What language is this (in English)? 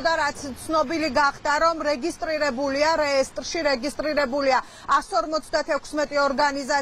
Georgian